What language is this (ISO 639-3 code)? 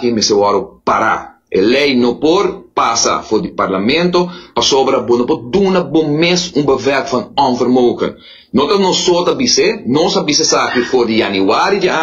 pap